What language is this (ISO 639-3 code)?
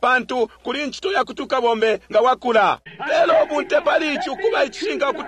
bem